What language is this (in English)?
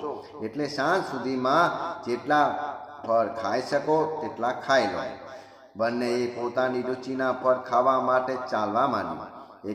Gujarati